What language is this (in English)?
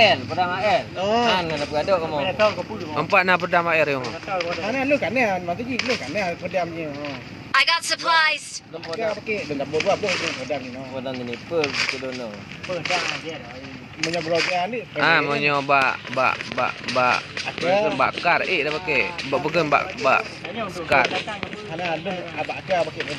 Achinese